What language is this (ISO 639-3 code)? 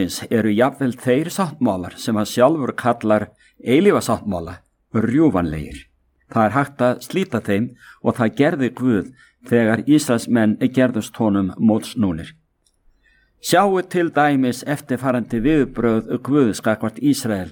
isl